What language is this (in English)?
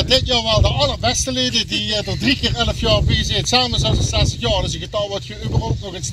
Limburgish